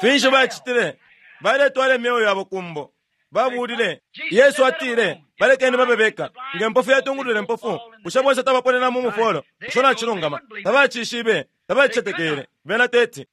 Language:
Bemba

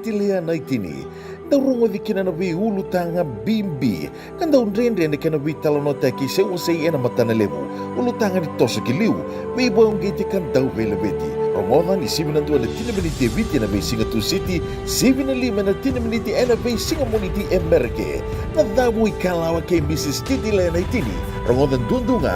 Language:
Fijian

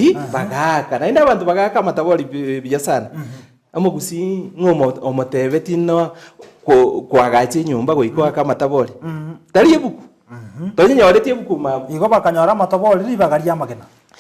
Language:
Gusii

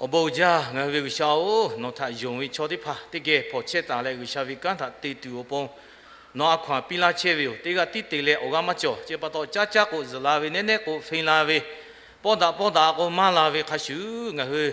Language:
Lahu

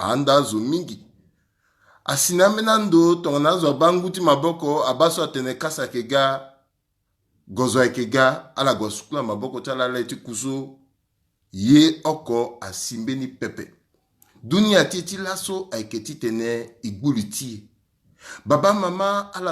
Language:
Sango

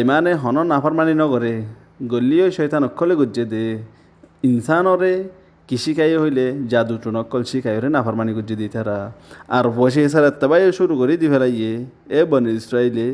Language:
Rohingya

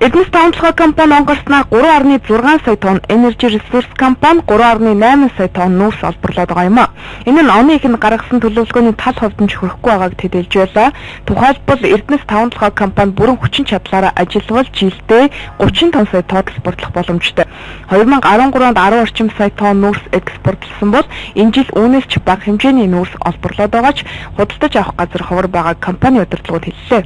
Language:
Mongolian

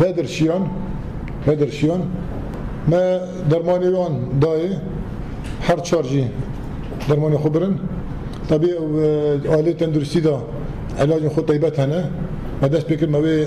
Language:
Kurdish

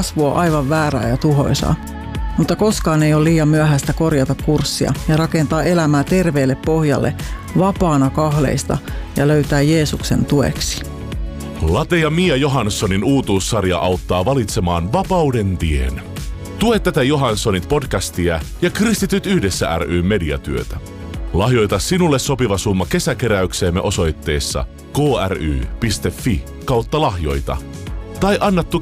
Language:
Finnish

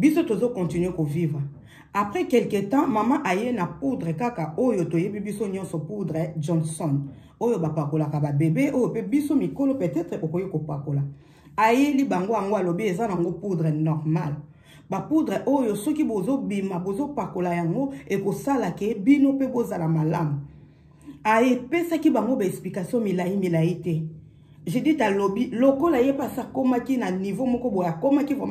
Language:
Lingala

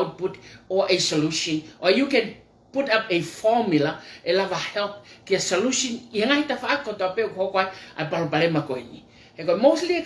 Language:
Tongan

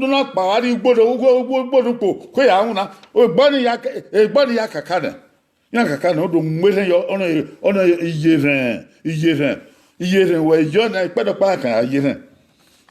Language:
Bini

